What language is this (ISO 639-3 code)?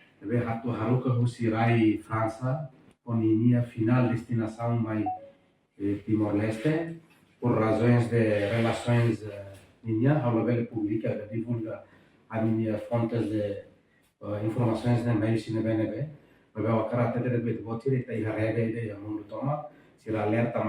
tet